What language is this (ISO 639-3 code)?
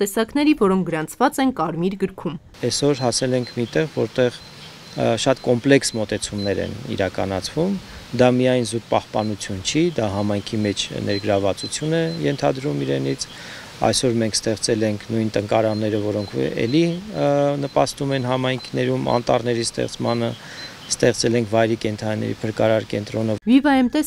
hye